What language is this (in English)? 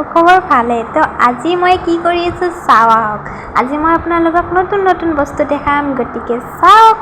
Assamese